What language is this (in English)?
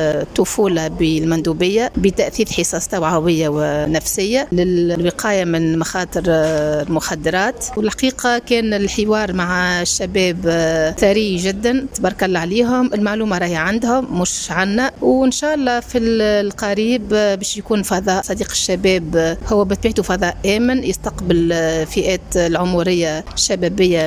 Tunisian Arabic